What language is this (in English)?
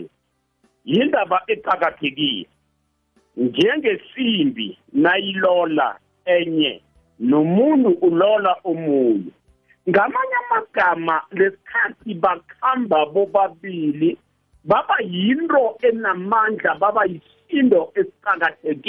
South Ndebele